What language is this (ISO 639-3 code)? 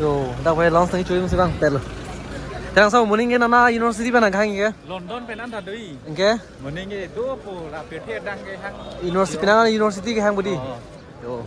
mjw